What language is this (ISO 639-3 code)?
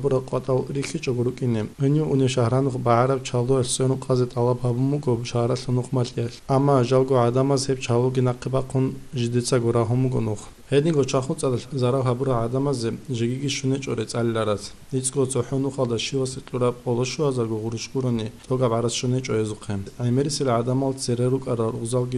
ava